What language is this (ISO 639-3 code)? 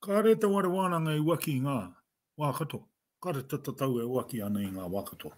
mri